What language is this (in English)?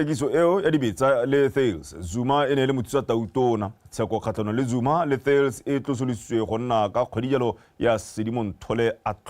Tswana